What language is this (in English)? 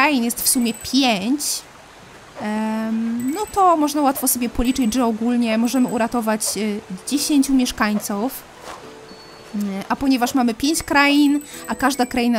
Polish